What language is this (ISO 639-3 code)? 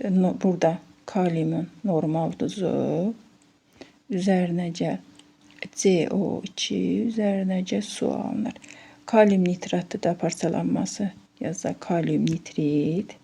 aze